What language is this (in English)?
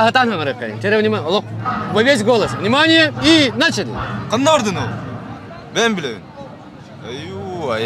Yakut